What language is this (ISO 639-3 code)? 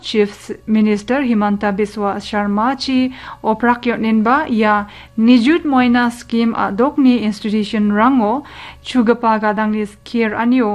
grt